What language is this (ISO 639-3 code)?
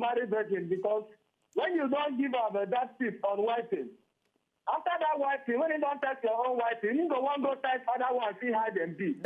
pcm